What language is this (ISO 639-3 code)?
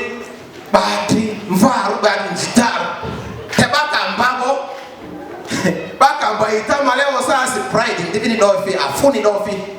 lgg